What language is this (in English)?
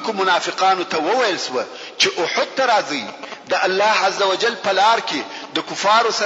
Pashto